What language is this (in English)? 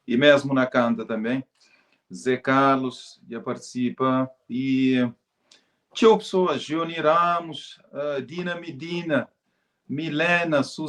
Kabuverdianu